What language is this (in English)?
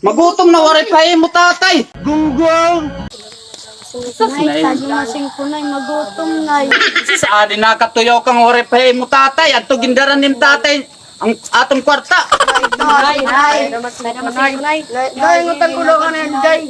Waray